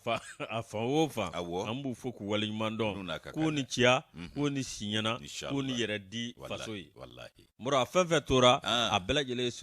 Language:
Bambara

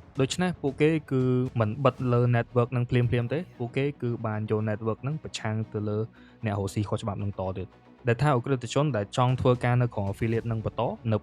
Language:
Khmer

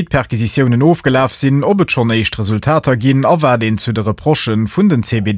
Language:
Luxembourgish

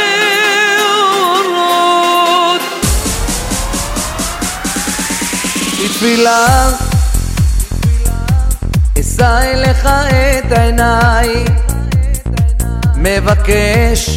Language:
Hebrew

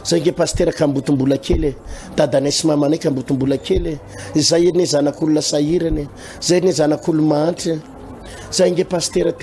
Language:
Malagasy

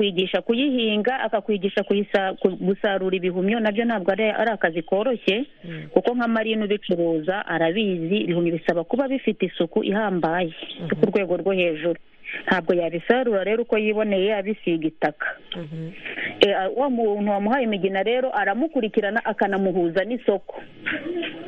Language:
Kinyarwanda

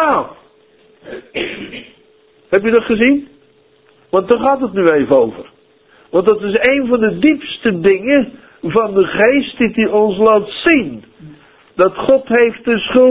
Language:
Dutch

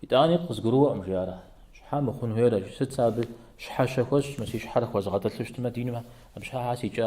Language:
Kabardian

